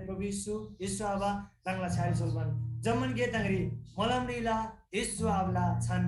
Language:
Eastern Tamang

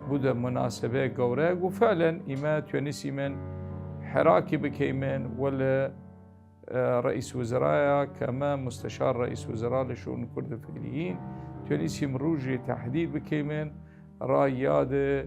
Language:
Southern Kurdish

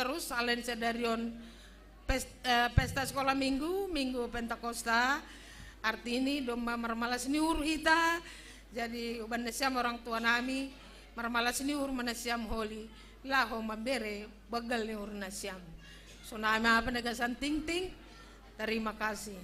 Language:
Batak Simalungun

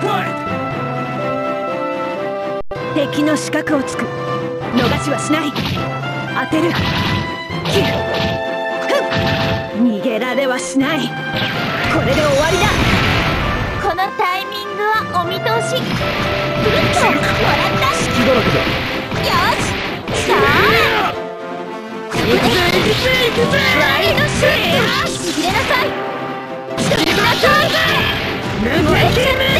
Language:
Japanese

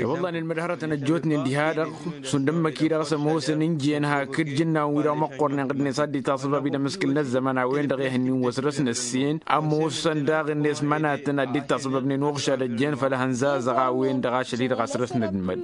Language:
Tamasheq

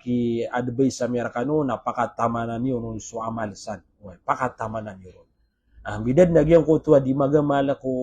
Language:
Maranao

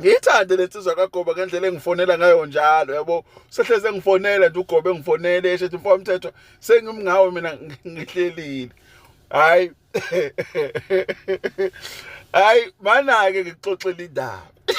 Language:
Zulu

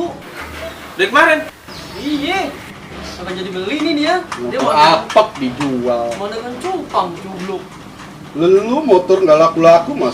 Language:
Betawi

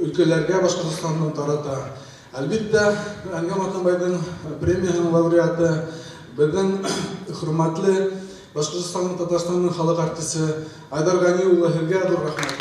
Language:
Bashkir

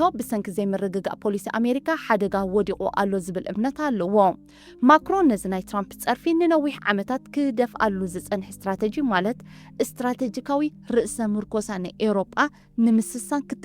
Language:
Tigrinya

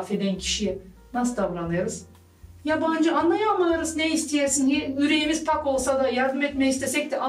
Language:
Gagauz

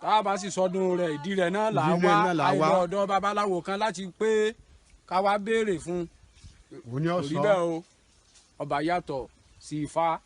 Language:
Yoruba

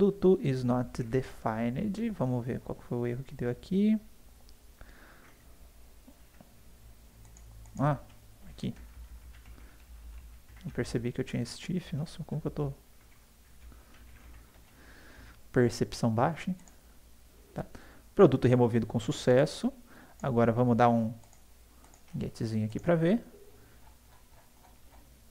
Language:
Portuguese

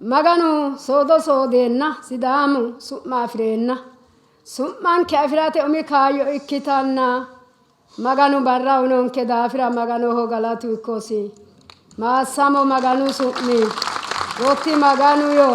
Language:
Sidamo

